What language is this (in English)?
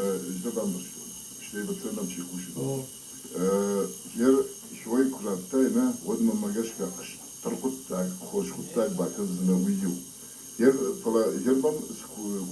Ossetic